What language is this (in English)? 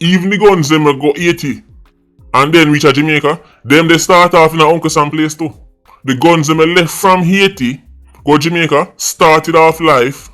Jamaican Creole English